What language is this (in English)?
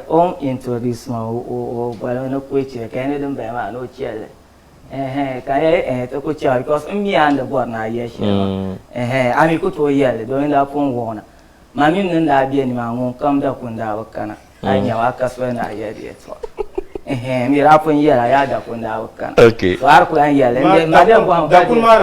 Dagbani